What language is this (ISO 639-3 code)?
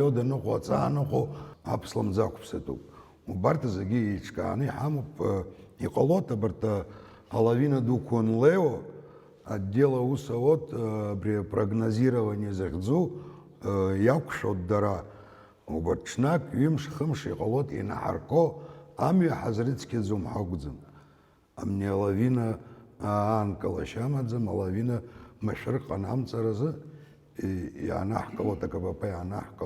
abk